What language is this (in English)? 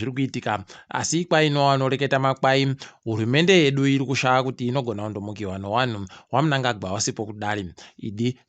Ndau